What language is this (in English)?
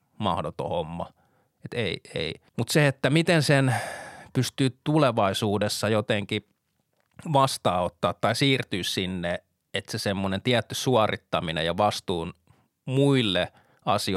Finnish